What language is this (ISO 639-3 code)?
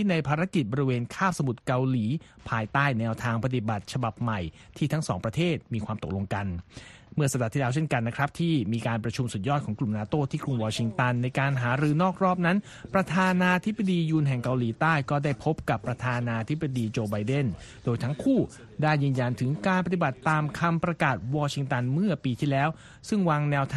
tha